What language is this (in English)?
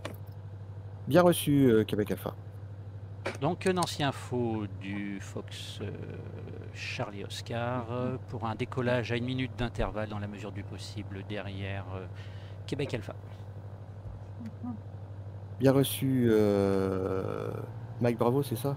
French